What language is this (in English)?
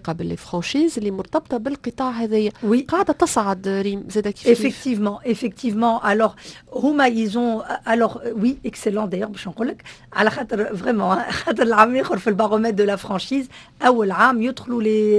Tunisian Arabic